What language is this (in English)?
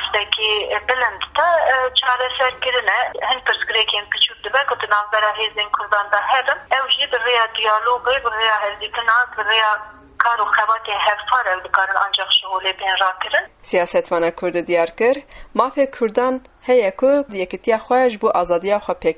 Kurdish